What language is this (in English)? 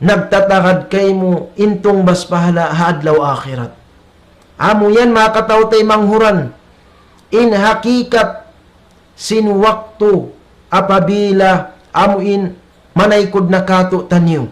Tausug